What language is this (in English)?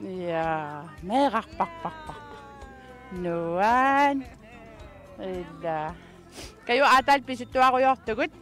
Kalaallisut